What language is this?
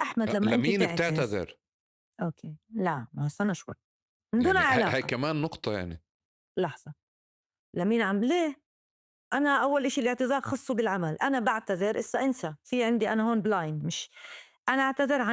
North Levantine Arabic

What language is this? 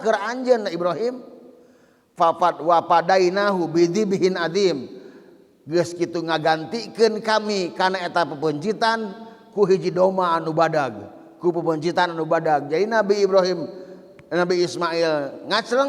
Sundanese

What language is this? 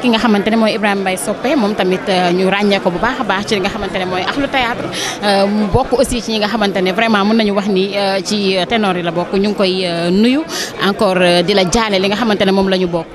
Wolof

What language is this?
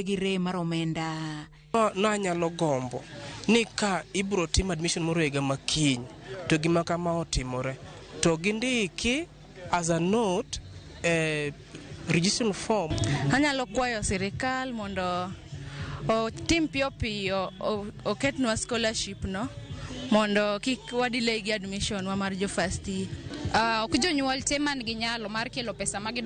Luo (Kenya and Tanzania)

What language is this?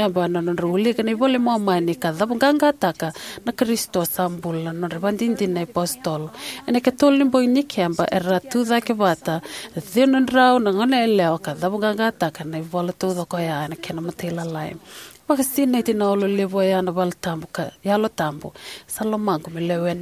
Fijian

